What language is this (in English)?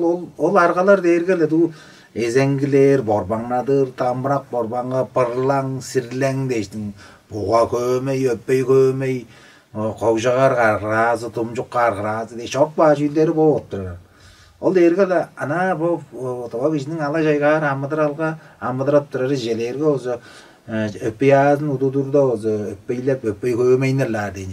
Tuvinian